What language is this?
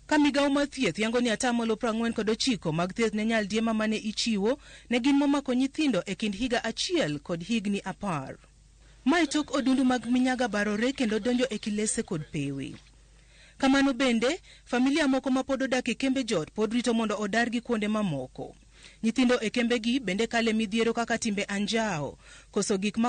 Luo (Kenya and Tanzania)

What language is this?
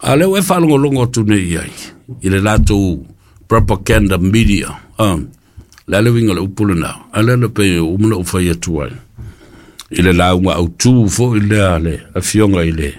Samoan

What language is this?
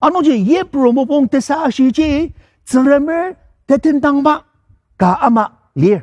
Ao Naga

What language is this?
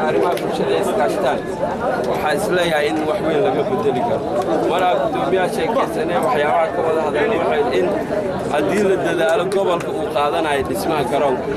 Somali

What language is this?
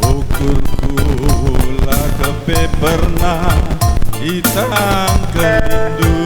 Batak Karo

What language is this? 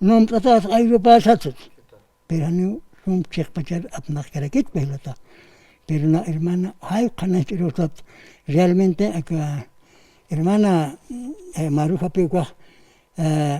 Aymara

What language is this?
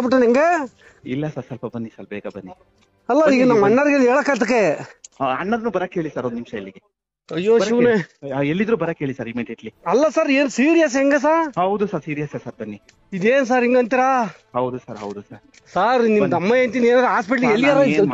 Kannada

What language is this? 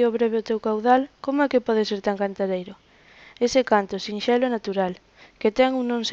Galician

